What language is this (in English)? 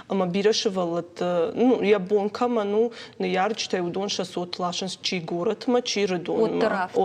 Ossetic